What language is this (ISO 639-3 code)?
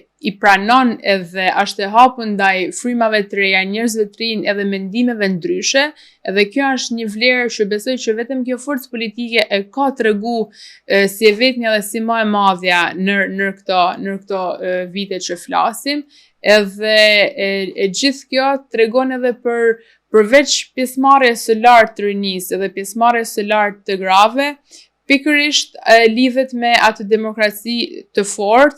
sqi